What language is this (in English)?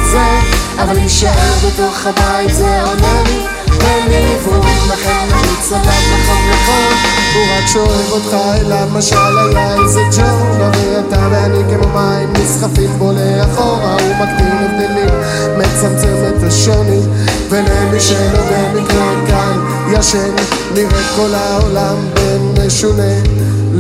Hebrew